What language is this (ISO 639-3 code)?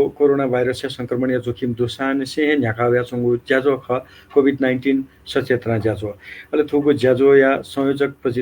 new